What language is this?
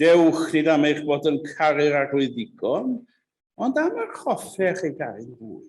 Welsh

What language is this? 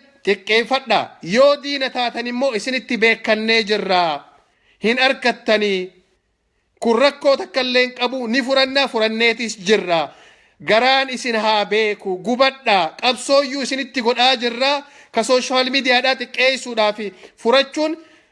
Oromo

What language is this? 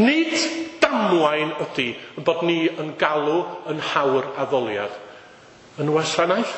Welsh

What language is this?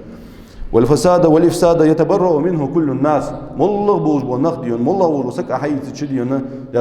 Ingush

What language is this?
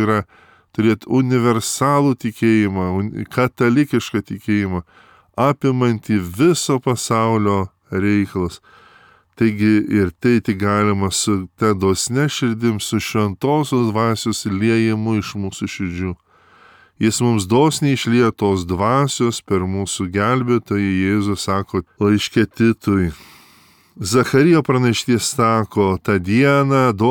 Lithuanian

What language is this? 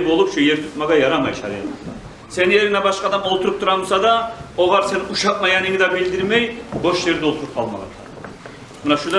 Kumyk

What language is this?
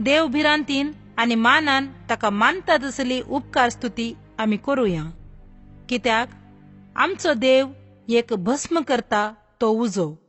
Konkani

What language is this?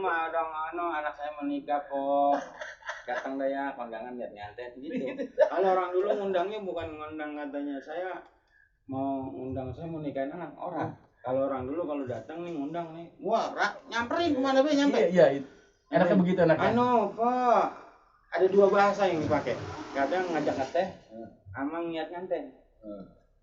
Betawi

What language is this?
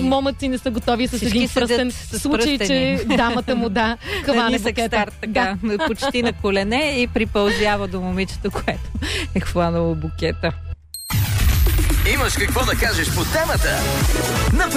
Bulgarian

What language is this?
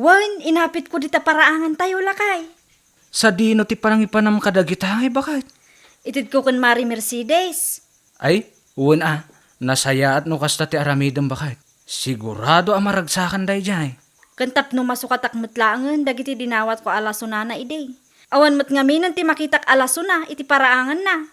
Iloko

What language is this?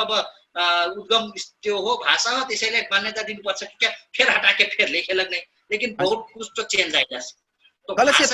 Dangaura Tharu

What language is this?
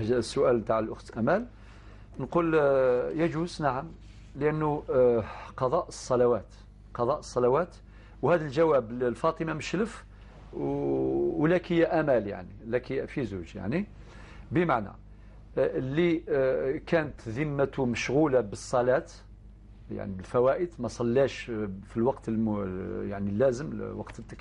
Algerian Arabic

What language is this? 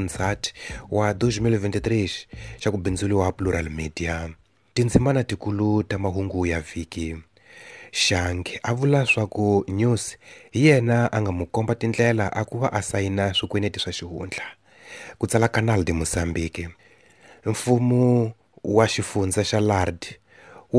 Tsonga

